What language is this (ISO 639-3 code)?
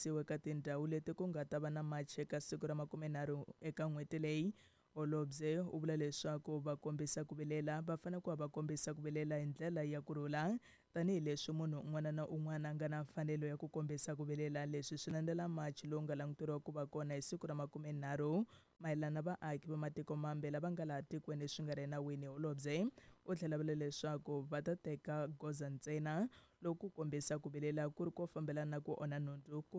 tso